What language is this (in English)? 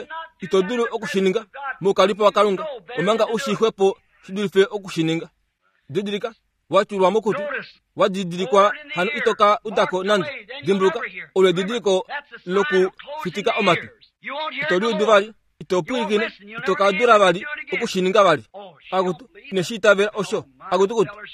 Kuanyama